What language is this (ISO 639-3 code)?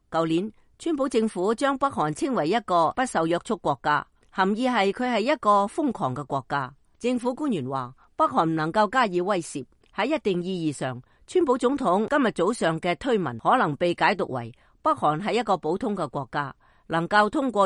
yue